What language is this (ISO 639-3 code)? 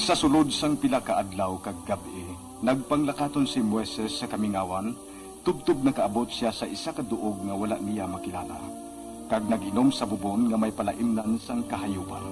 hil